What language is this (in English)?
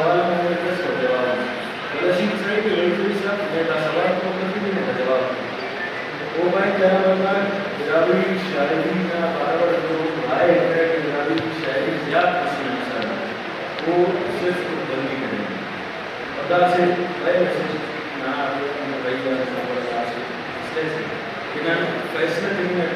Brahui